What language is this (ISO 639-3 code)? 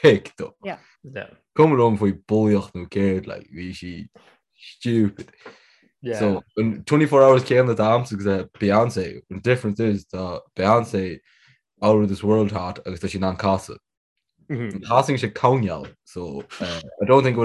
gle